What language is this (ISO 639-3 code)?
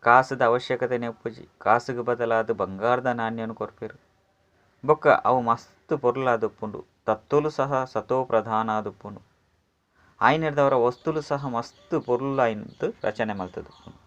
tcy